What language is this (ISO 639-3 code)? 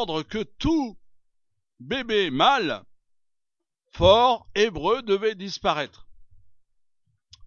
fra